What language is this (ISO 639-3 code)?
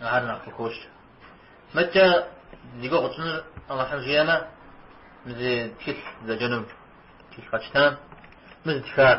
kbd